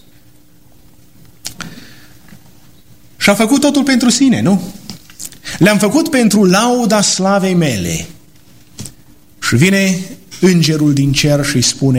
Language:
Romanian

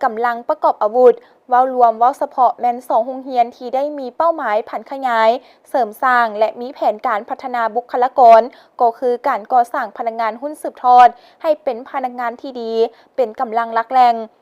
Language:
Lao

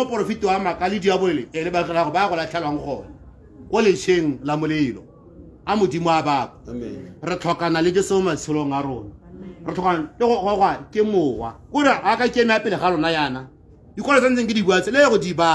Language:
Tswana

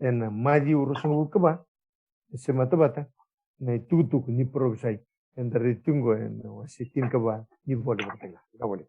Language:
Fijian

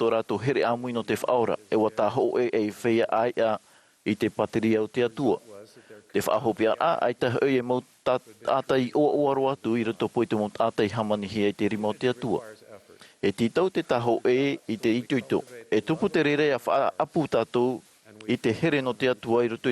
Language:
Tahitian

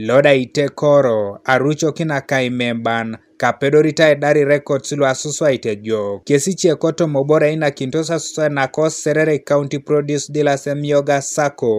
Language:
Teso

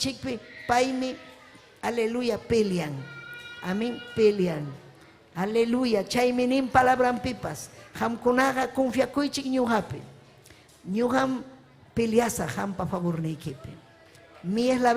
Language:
Ayacucho Quechua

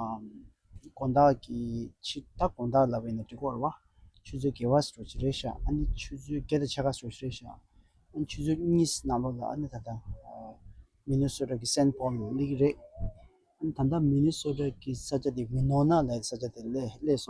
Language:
Tibetan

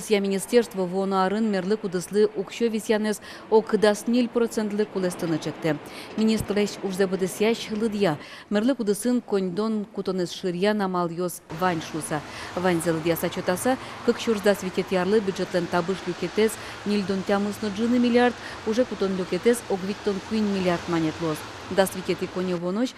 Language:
Udmurt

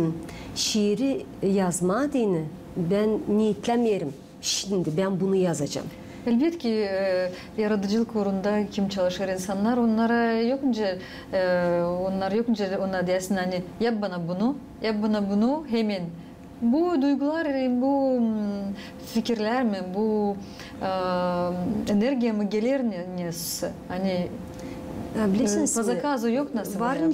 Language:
Gagauz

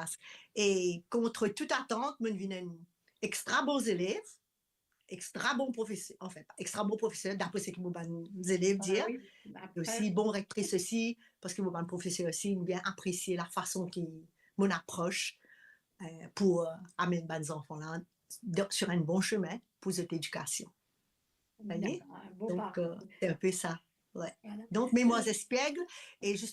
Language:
Morisyen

